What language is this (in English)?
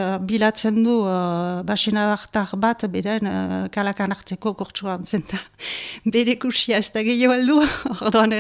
Basque